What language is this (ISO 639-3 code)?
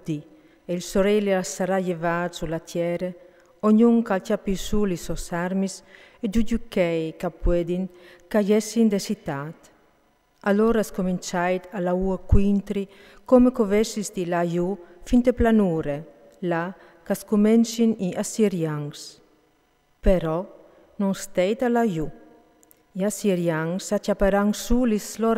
fur